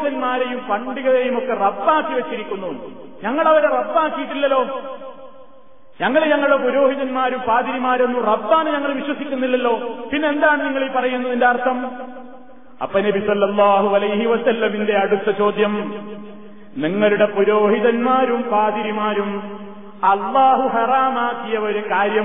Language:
Malayalam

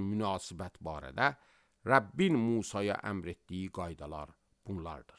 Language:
Azerbaijani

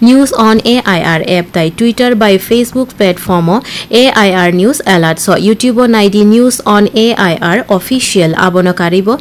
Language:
Kok Borok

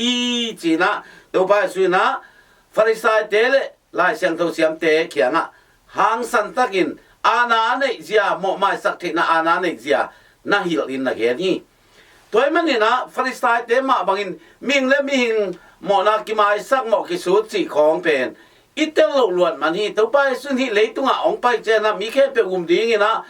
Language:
Tedim Chin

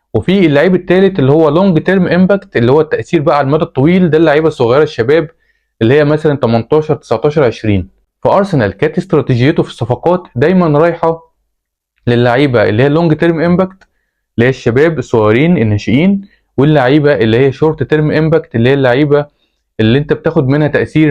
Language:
Egyptian Arabic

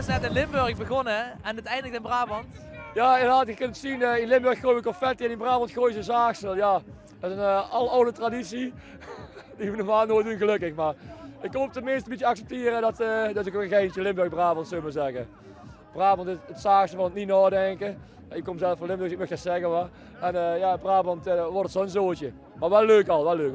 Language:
Limburgish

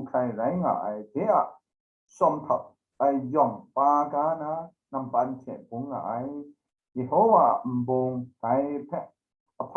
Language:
Kachin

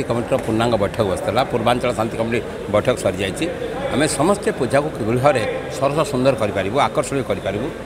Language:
Odia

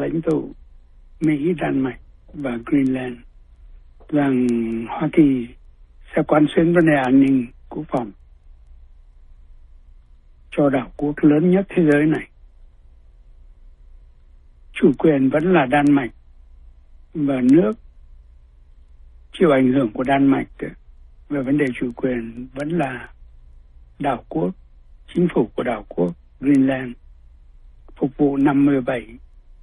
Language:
Vietnamese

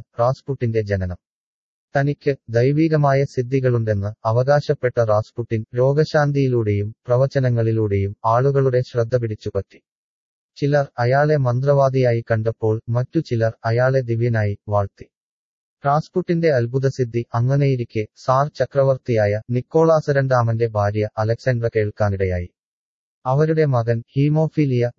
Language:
Malayalam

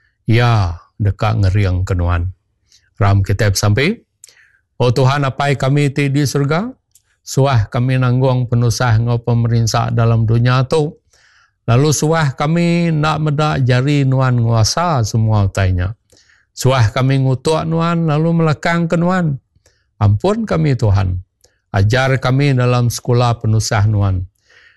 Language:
Iban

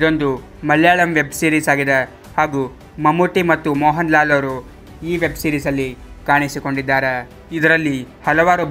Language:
Kannada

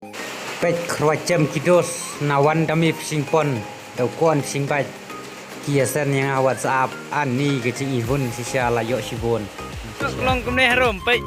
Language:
Khasi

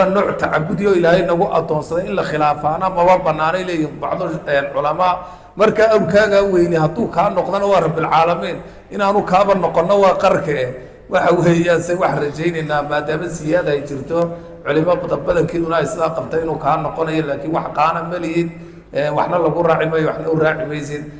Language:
Somali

